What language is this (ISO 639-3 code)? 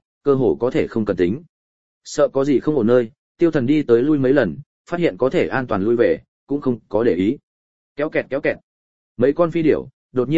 vie